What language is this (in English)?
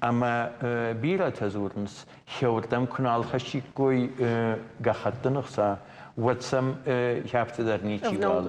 Ossetic